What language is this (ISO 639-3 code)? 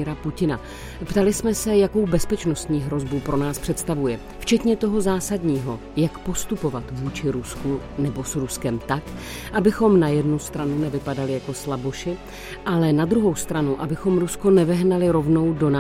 ces